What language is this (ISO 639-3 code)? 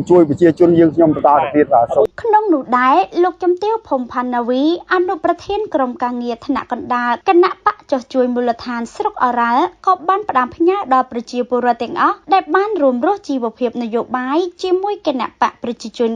khm